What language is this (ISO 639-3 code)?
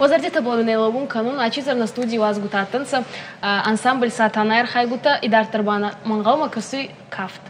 oss